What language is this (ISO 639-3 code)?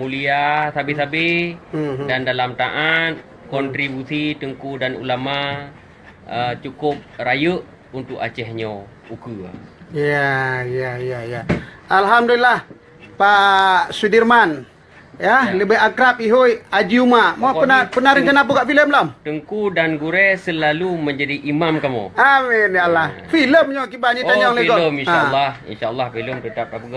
ace